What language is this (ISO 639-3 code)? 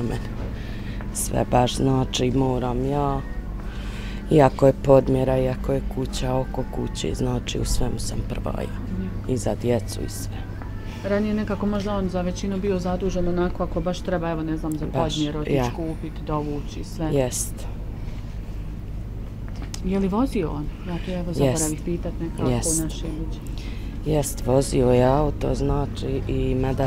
bos